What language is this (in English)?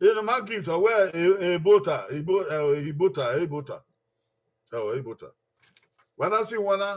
Bini